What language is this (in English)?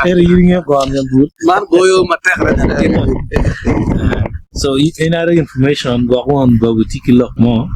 Acoli